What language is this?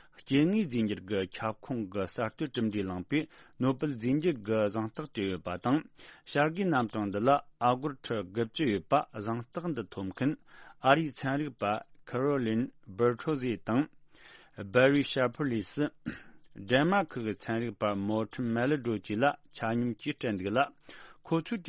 Tibetan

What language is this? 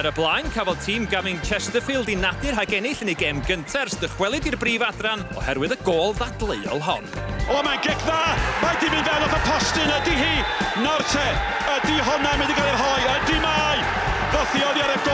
Welsh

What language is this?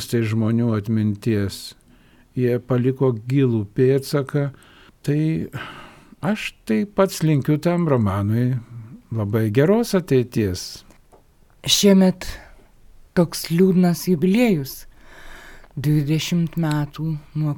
Lithuanian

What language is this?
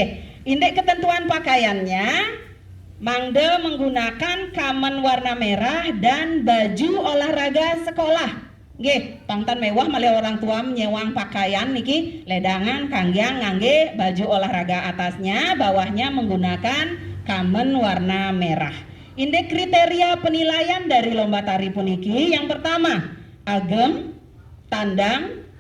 Balinese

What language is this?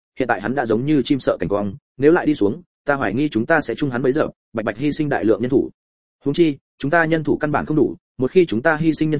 Vietnamese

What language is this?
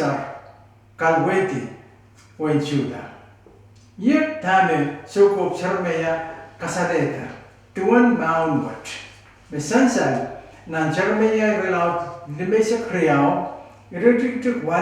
Pohnpeian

